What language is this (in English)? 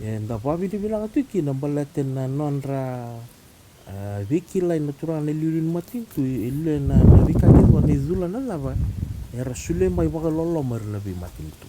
Fijian